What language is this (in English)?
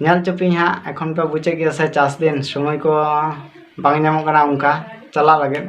Santali